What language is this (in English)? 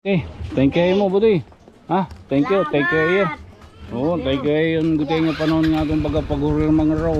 Waray